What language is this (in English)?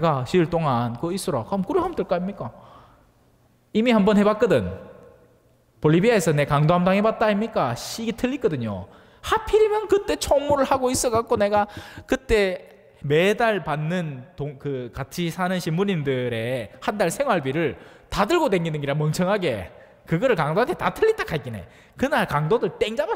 Korean